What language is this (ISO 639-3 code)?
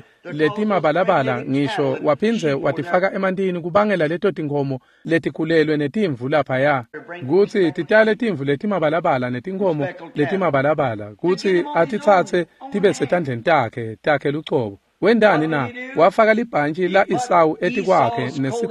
ssw